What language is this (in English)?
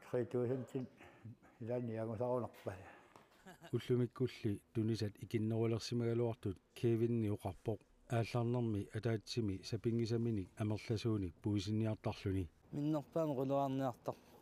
Kalaallisut